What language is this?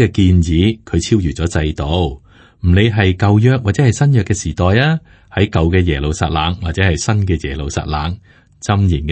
Cantonese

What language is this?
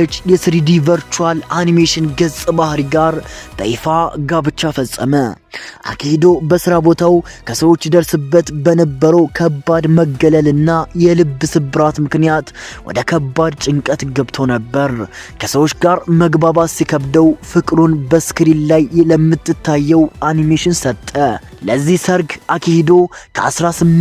Amharic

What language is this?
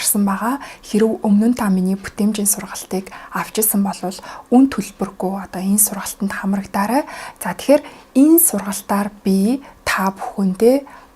Mongolian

